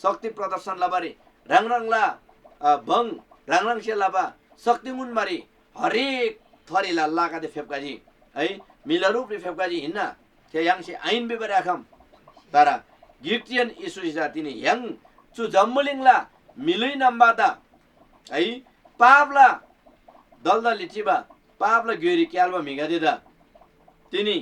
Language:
Eastern Tamang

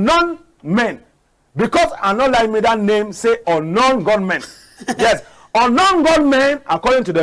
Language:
Cameroon Pidgin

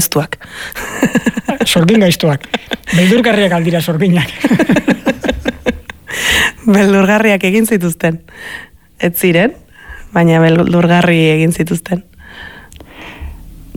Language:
Basque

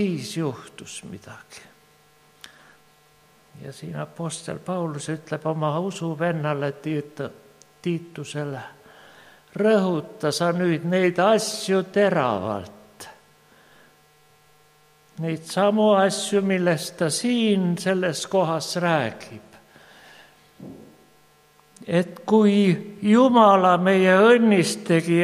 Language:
Estonian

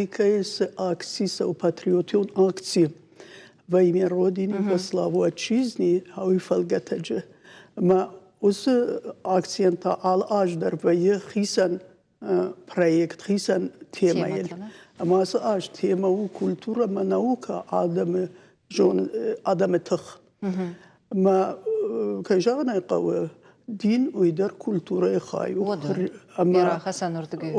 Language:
Ossetic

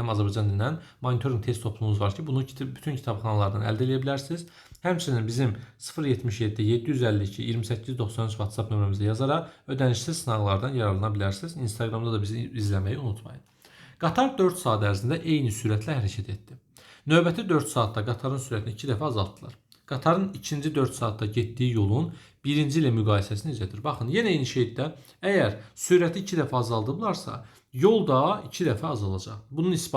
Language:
Azerbaijani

